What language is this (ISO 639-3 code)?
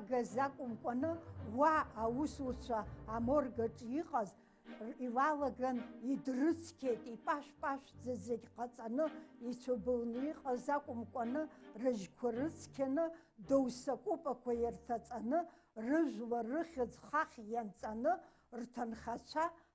abk